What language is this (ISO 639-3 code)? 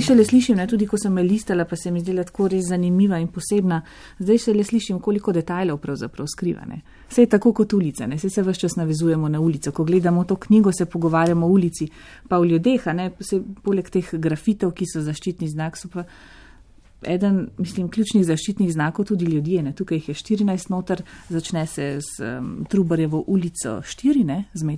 slv